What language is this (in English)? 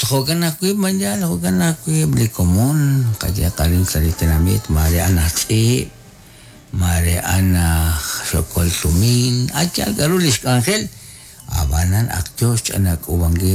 Kekchí